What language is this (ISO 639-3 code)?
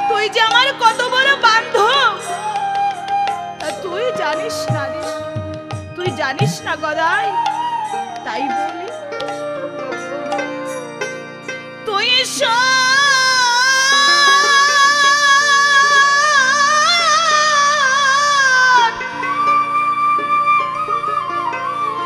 ben